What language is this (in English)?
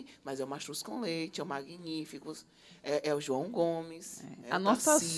Portuguese